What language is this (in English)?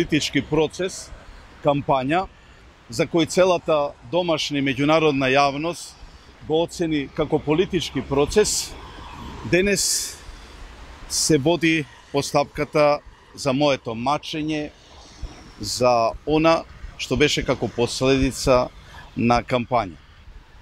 Macedonian